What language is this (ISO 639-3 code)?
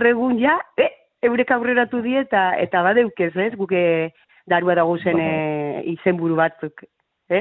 eus